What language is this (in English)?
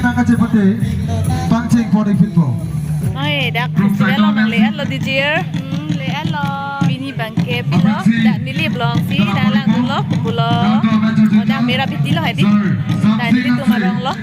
Karbi